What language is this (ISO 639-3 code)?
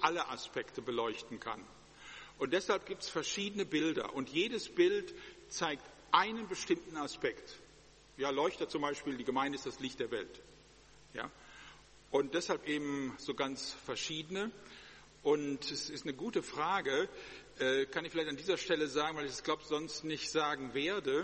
deu